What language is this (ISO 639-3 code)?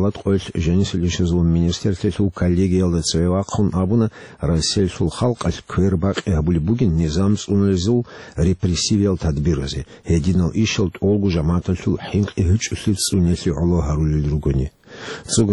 ava